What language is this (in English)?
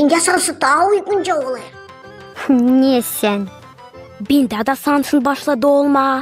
Gagauz